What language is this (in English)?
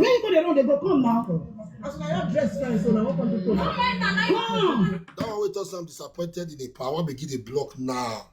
Nigerian Pidgin